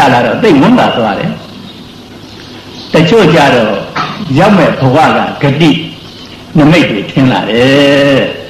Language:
Burmese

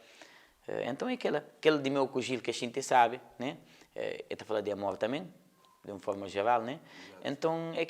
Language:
Kabuverdianu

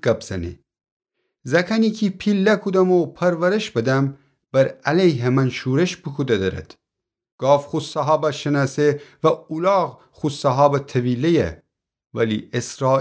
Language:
Gilaki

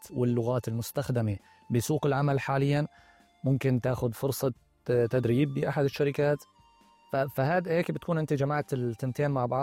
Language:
North Levantine Arabic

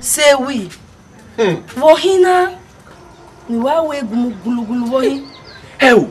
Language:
Bini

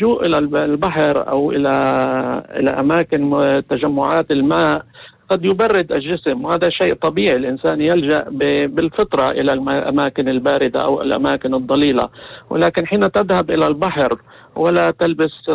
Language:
North Levantine Arabic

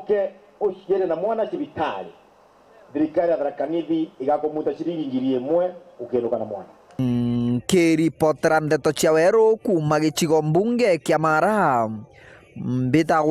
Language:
Meru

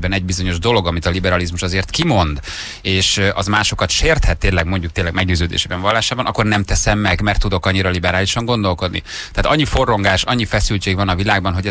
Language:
Hungarian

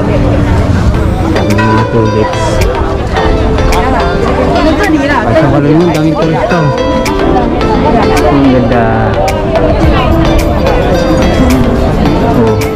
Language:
Filipino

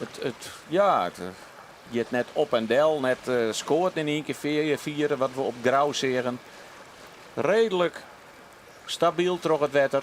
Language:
Western Frisian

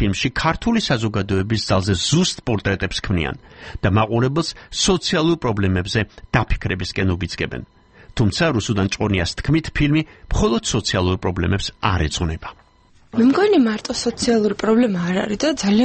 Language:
Georgian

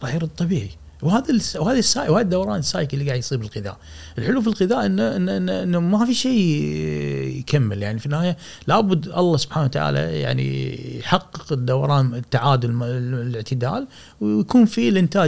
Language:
Gulf Arabic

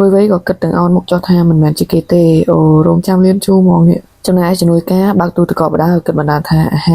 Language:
Khmer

